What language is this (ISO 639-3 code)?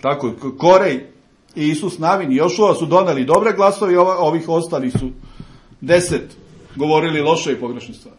srp